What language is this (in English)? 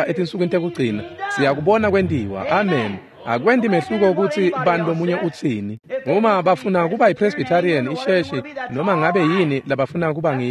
Swati